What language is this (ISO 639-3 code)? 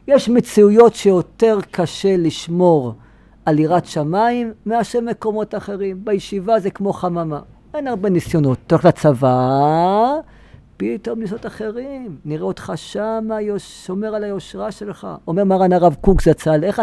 heb